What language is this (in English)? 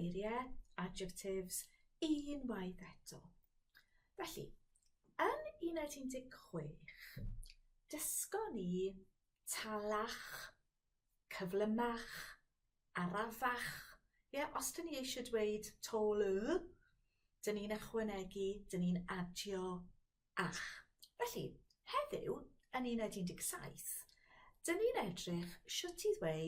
Welsh